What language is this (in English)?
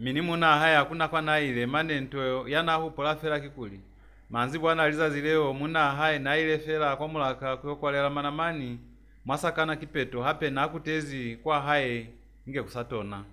Lozi